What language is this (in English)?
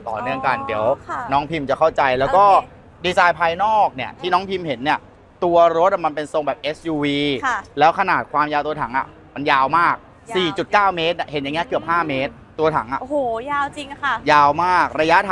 Thai